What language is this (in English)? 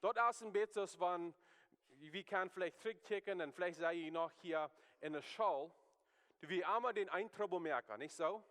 Plautdietsch